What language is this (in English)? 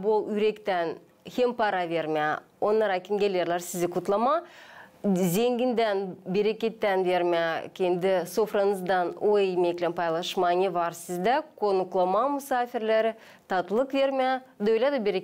Gagauz